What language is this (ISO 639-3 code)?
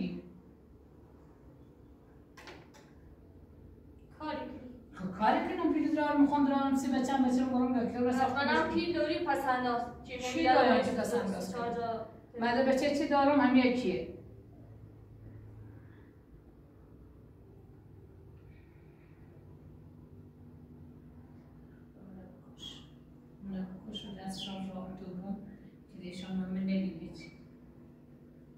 fas